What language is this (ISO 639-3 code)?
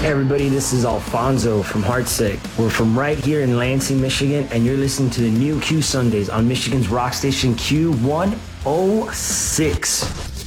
eng